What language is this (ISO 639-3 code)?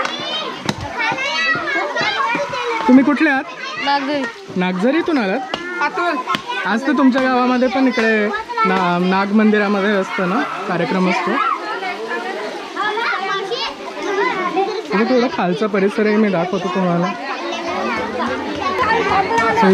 mar